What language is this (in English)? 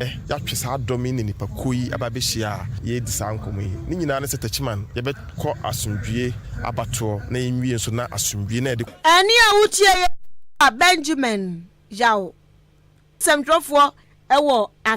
Akan